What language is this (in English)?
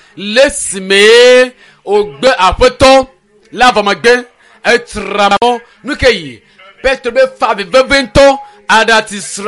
Ewe